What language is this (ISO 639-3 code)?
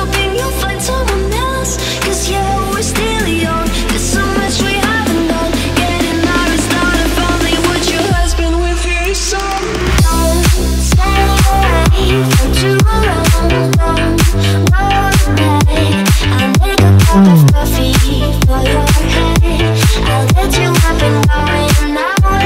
eng